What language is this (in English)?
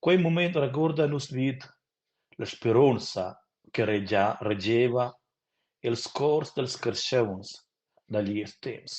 Romansh